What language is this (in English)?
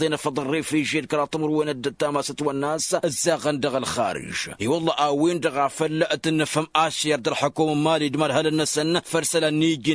Tamasheq